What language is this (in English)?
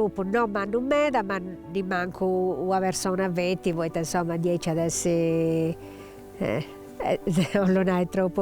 Sardinian